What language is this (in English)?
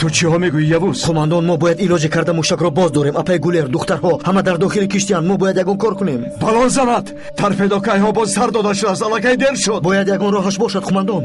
Tajik